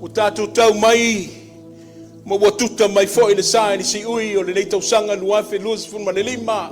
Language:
Samoan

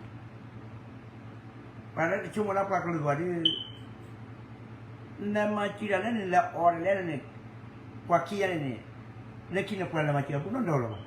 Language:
S'gaw Karen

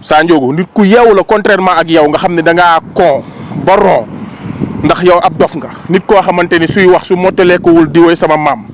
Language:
Wolof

